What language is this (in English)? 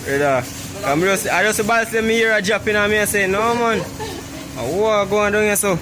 Jamaican Creole English